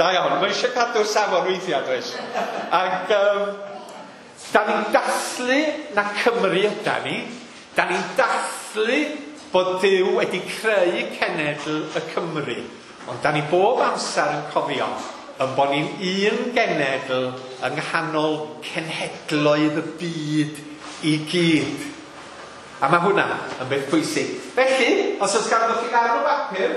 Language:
Welsh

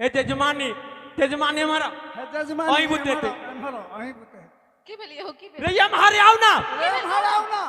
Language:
Maithili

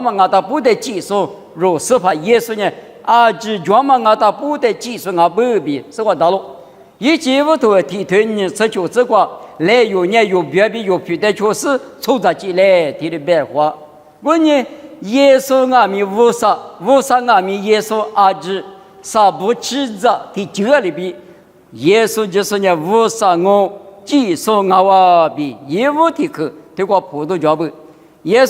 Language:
Lisu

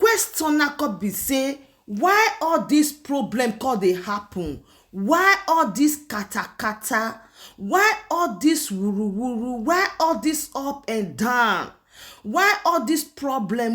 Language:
Nigerian Pidgin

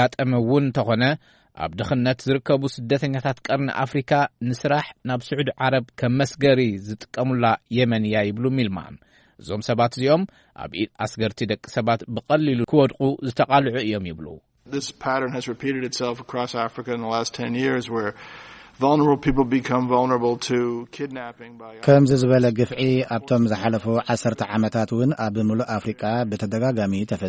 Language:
Tigrinya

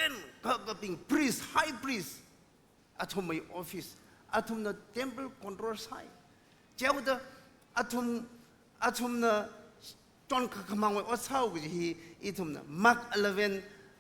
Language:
Tangkhul Naga (India)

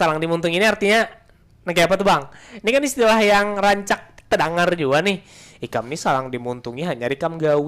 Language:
Banjar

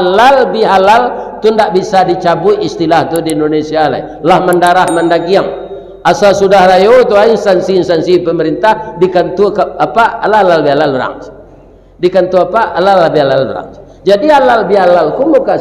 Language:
Minangkabau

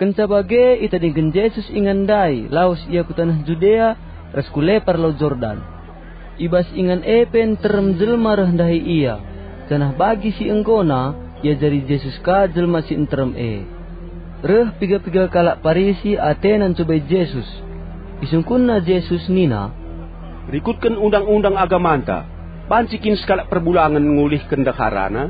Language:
Batak Karo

